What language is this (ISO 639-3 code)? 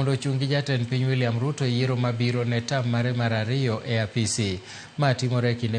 luo